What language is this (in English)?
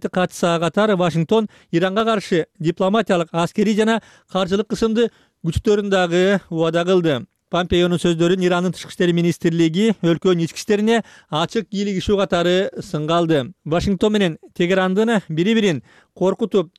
Kyrgyz